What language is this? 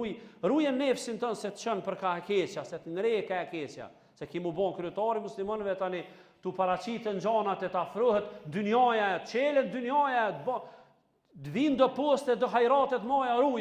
Albanian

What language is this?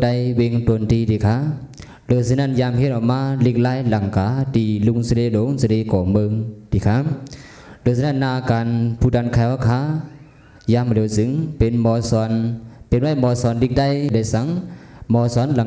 Shan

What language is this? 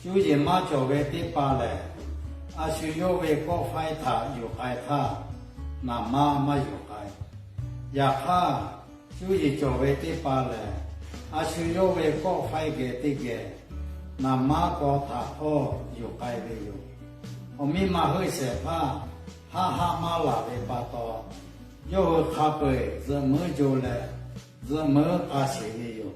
Lahu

